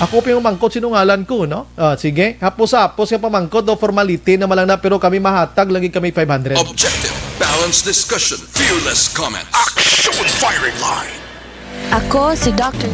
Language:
Hiligaynon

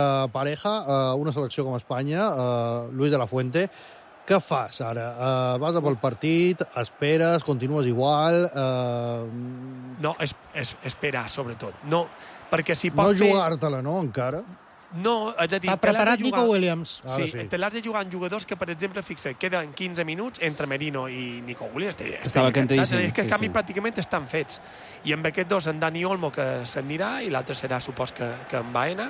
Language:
Catalan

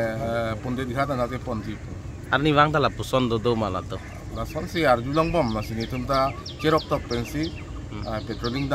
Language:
Karbi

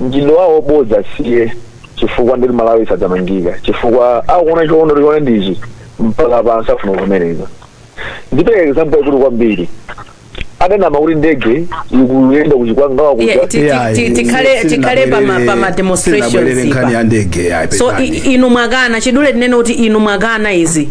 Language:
Nyanja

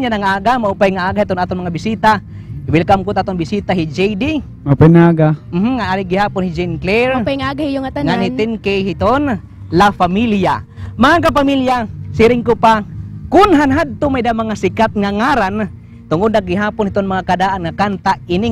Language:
Waray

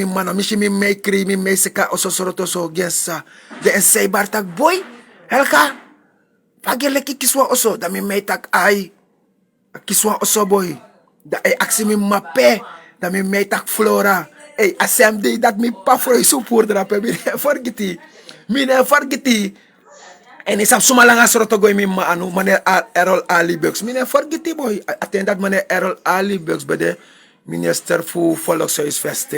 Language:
Sranan Tongo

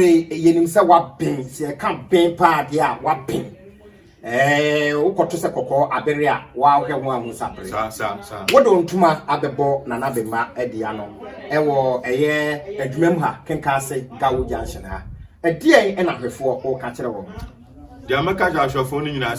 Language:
Akan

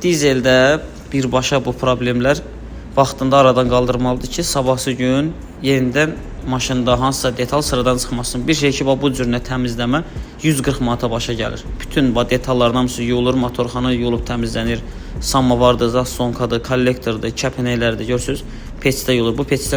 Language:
Azerbaijani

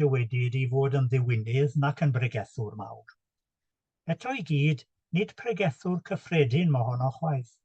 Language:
Welsh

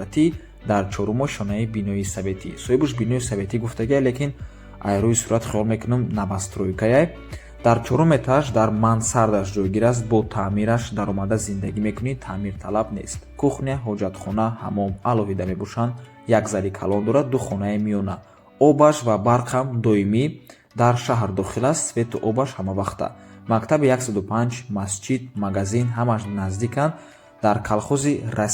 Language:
Tajik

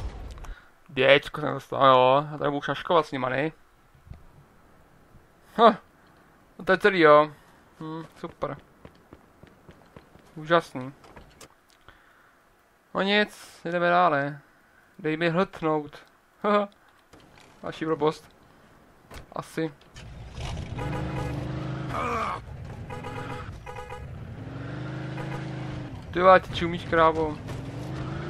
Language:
Czech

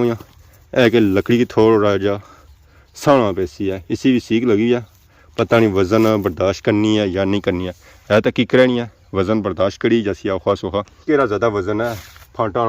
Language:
Pahari-Potwari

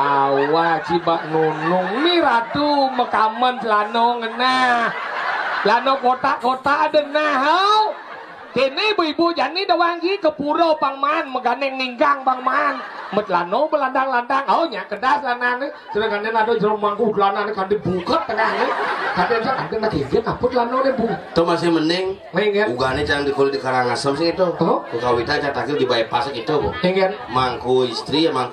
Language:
Balinese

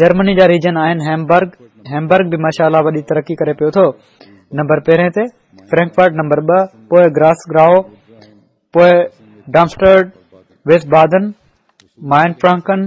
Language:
Sindhi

